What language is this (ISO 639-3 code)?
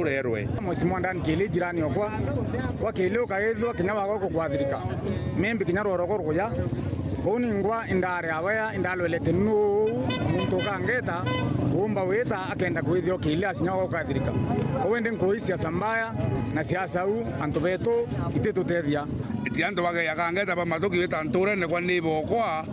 mer